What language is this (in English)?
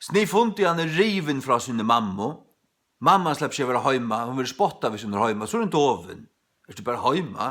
Faroese